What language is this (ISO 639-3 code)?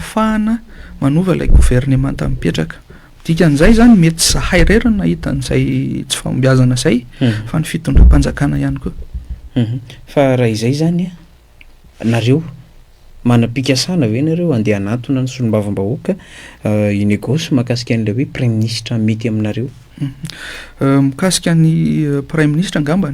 mlg